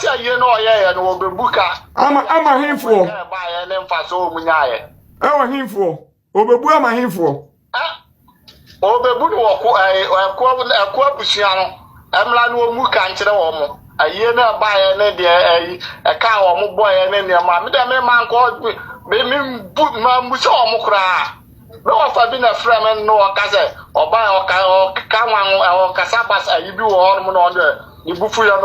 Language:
Akan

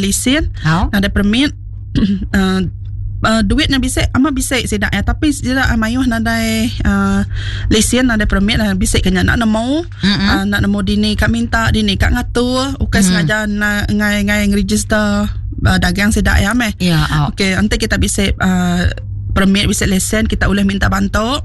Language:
Iban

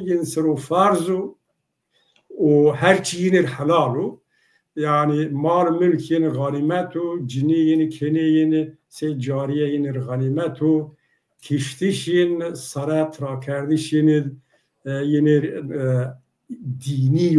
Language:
Zaza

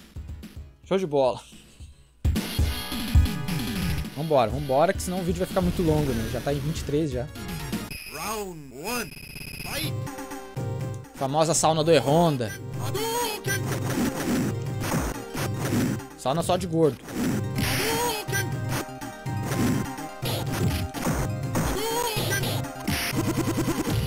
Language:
Portuguese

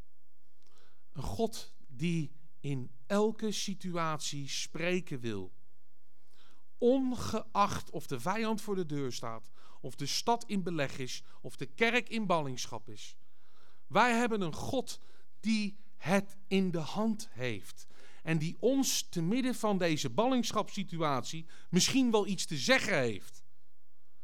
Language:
Dutch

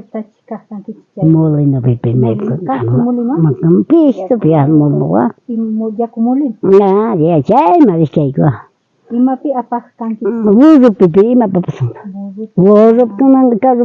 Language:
South Bolivian Quechua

